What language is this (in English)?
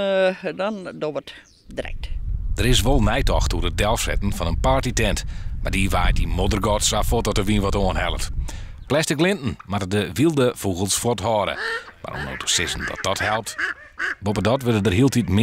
Western Frisian